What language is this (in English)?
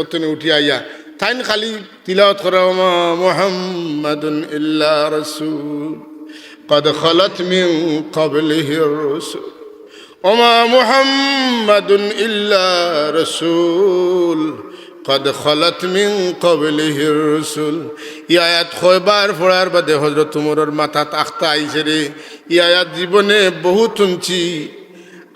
Sylheti